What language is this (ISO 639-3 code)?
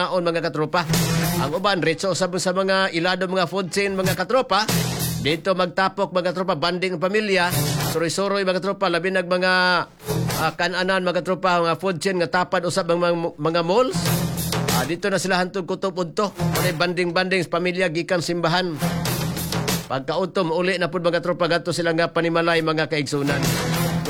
ceb